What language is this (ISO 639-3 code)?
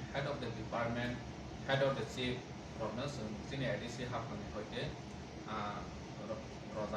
trp